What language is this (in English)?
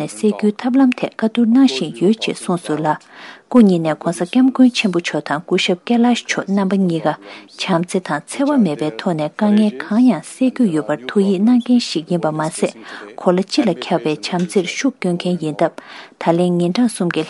Tibetan